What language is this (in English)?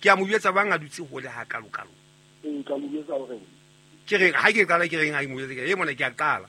Southern Sotho